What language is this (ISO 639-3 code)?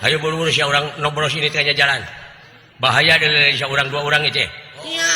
sun